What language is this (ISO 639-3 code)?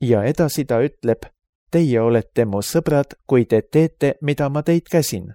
est